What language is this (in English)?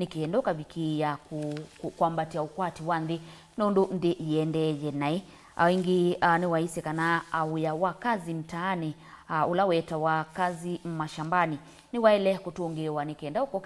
Kamba